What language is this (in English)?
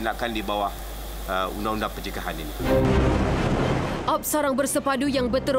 Malay